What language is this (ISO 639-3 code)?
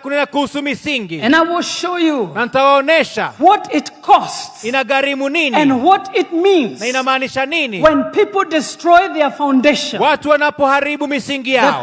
swa